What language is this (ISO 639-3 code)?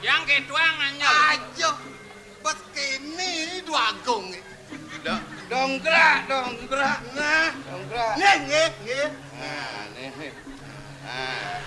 ban